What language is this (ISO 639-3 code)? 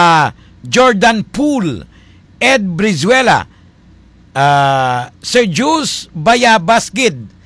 hil